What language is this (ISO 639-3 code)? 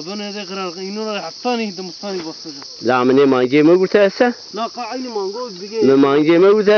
zza